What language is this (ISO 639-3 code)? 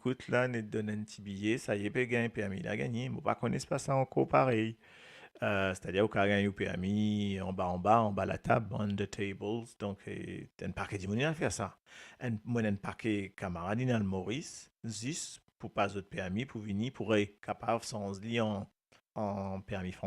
mfe